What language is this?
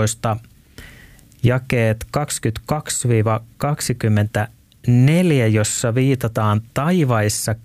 Finnish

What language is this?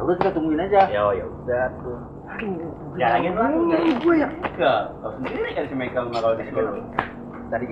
Betawi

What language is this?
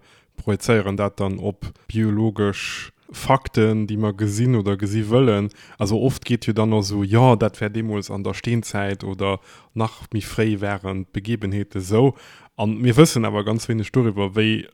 Luxembourgish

